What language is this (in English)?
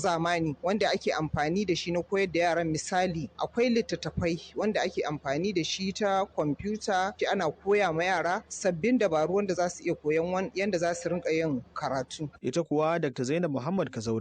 Hausa